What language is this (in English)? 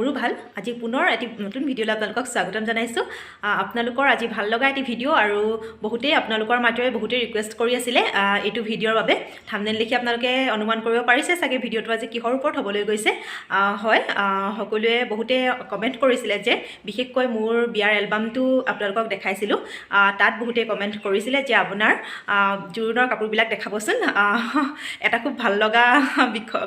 Assamese